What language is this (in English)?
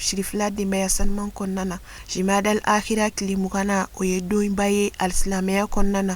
Bambara